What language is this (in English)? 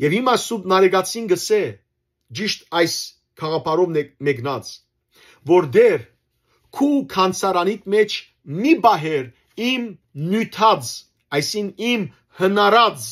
Western Armenian